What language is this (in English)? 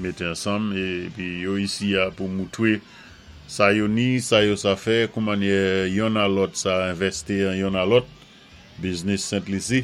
Saint Lucian Creole French